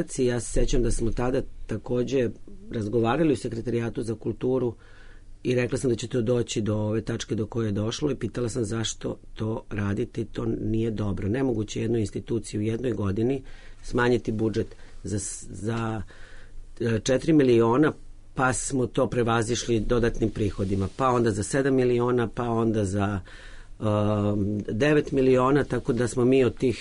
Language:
Serbian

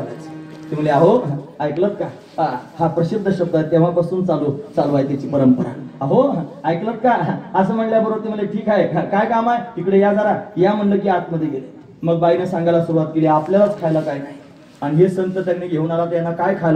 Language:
Marathi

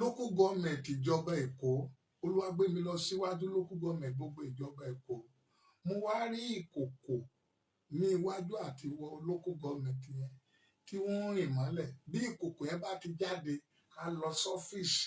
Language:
Yoruba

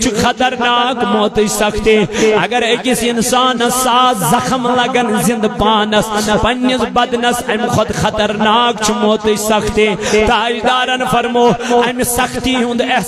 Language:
Kashmiri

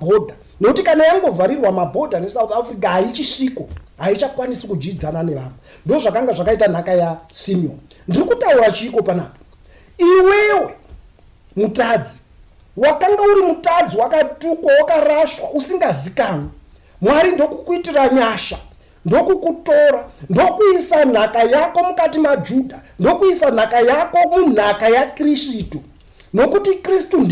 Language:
Shona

